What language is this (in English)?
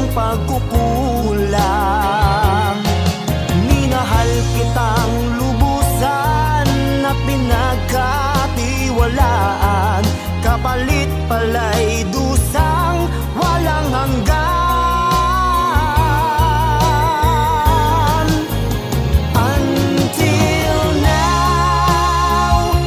Filipino